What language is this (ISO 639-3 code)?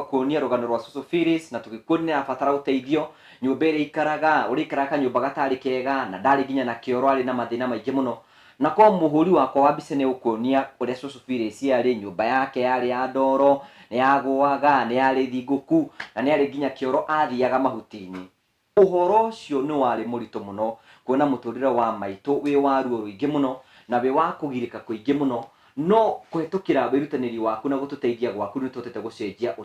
kik